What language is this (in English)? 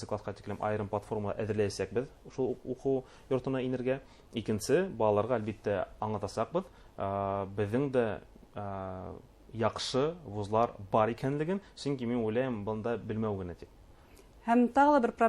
Bashkir